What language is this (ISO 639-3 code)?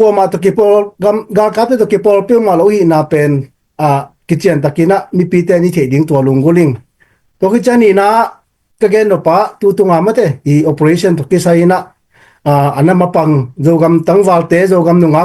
ctd